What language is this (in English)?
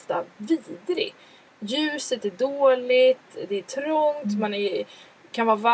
Swedish